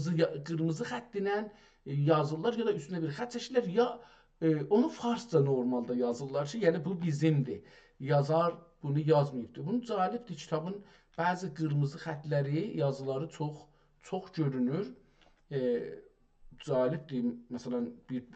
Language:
South Azerbaijani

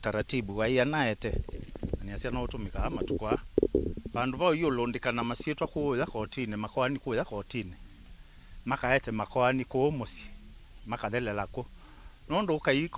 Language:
Kamba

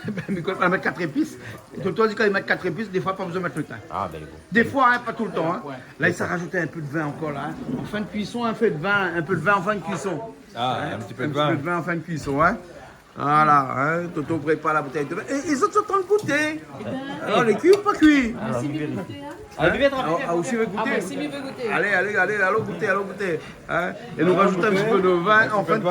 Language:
Réunion Creole French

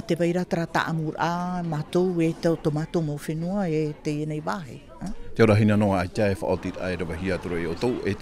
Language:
Tahitian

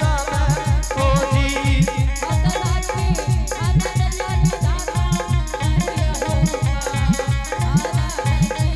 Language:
Angika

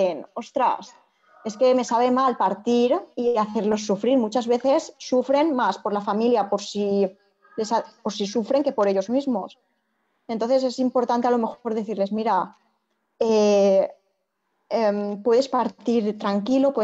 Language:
Spanish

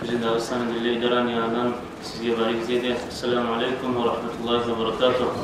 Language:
Kumyk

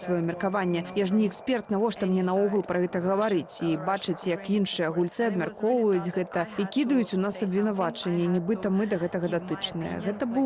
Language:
Belarusian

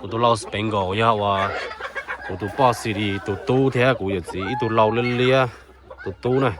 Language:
Hmong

